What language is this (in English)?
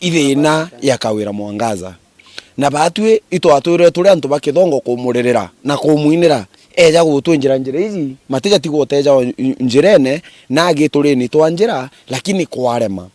Meru